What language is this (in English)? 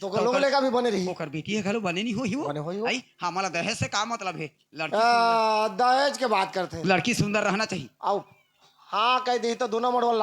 Chhattisgarhi